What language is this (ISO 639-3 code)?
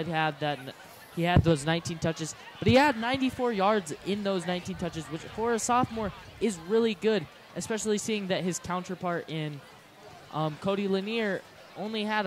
eng